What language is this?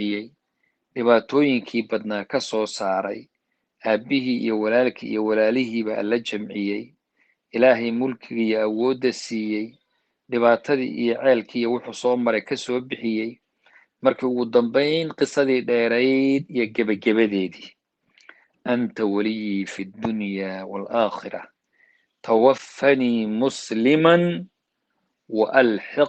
Somali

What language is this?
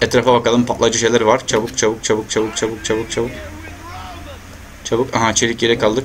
Turkish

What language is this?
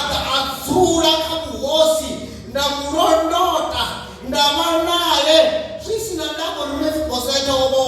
Venda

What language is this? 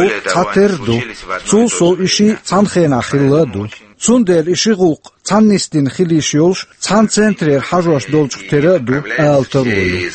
Chechen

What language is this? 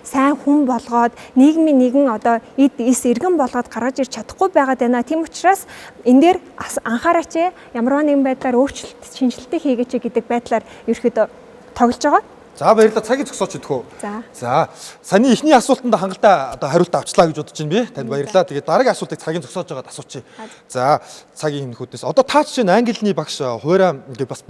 Mongolian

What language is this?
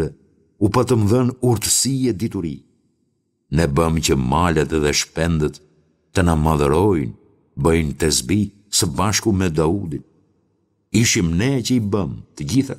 Albanian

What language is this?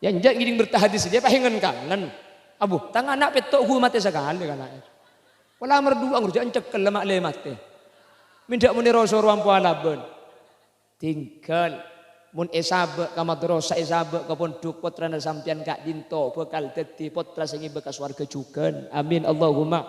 Madurese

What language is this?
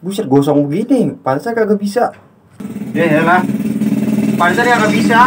Betawi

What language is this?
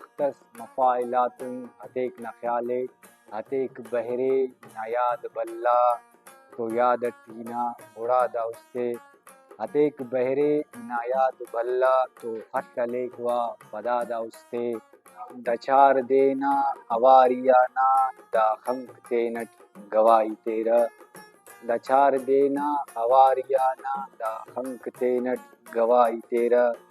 Brahui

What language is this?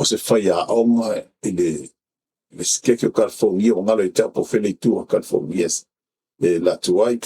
Samoan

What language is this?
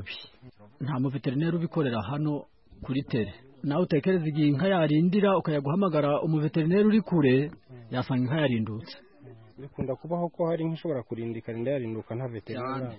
Kinyarwanda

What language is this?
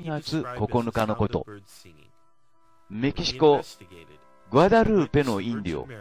Japanese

